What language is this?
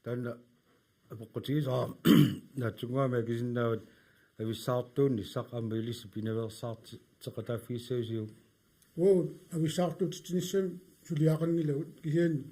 Kalaallisut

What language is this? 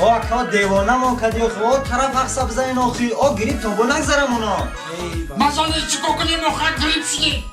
Tajik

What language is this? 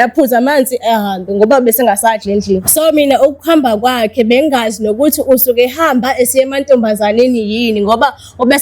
Zulu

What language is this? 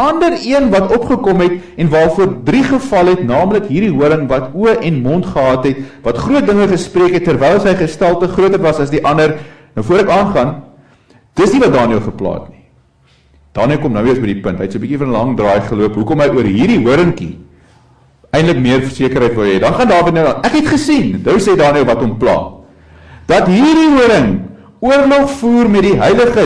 Afrikaans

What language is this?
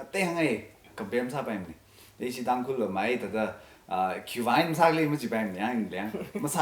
Tangkhul Naga (India)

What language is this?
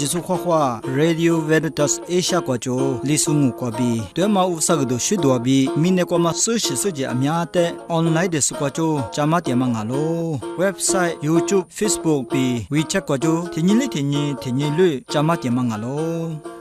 Lisu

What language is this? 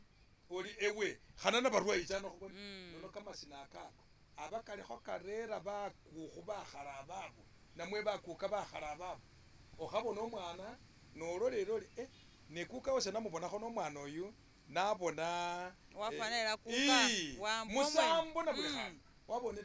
Masaaba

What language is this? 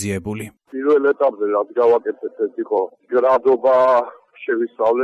Georgian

